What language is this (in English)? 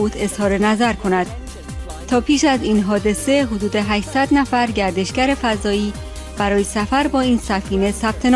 Persian